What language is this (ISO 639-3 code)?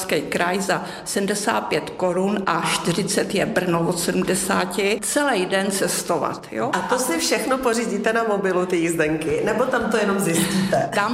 ces